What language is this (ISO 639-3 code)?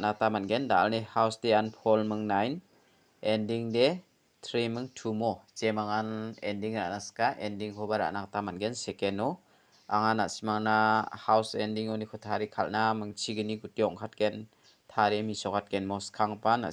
grt